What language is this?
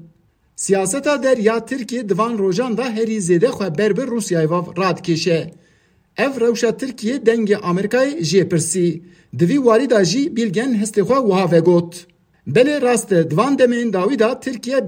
Kurdish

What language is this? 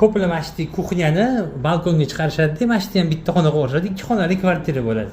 Uzbek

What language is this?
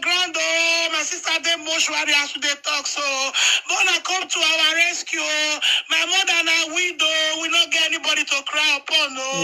Nigerian Pidgin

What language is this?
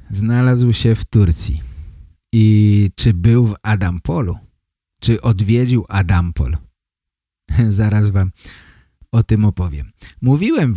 Polish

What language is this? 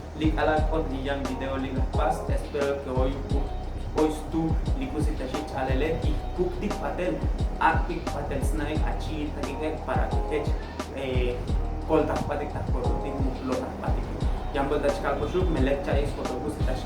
Tzotzil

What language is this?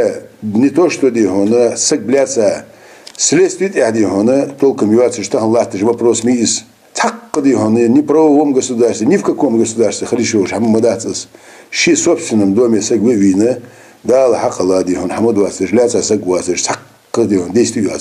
Ingush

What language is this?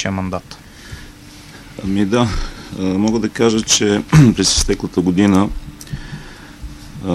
Bulgarian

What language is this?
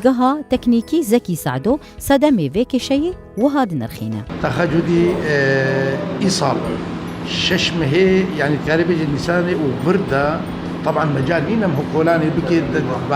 Kurdish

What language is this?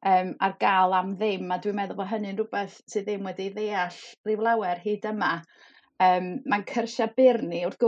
Welsh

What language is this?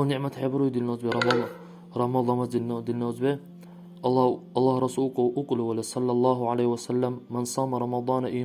Dargwa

